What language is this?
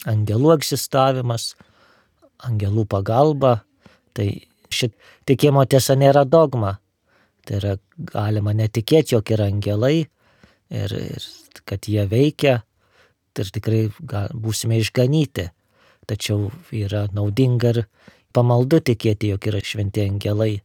Lithuanian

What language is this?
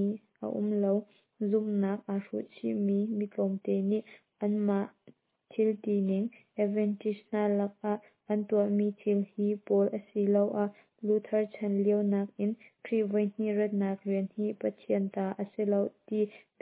Hakha Chin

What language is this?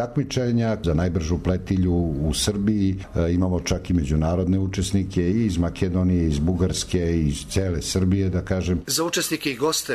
Serbian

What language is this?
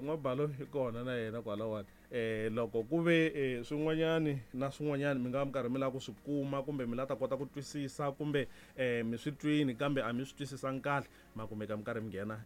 Tsonga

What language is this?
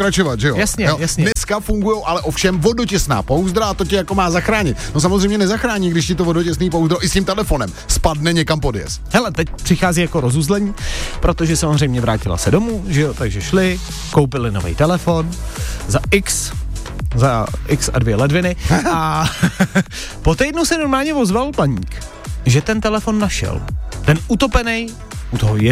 Czech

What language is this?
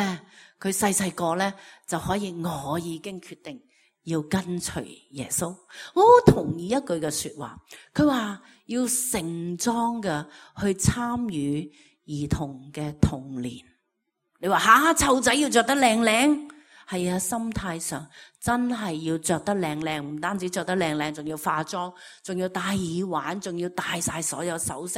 Cantonese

